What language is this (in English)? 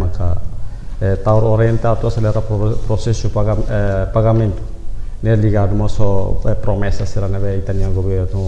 Tetum